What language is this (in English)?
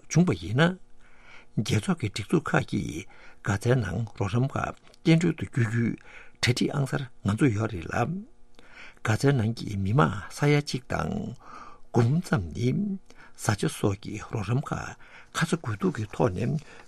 Tibetan